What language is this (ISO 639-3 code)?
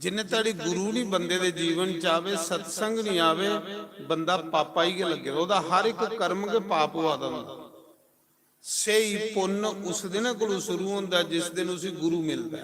doi